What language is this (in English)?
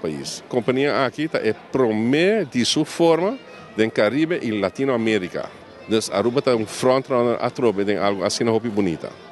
Papiamento